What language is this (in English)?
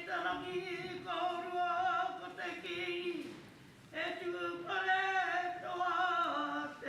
Māori